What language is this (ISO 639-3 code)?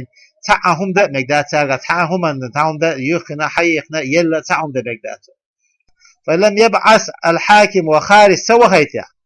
che